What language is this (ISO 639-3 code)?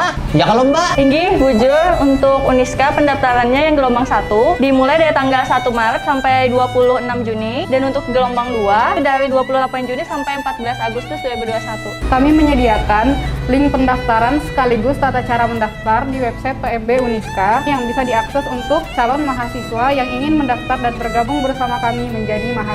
bjn